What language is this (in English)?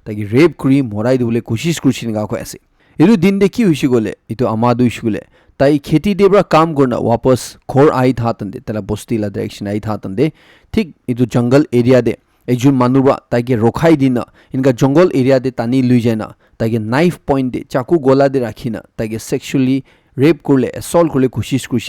Naga Pidgin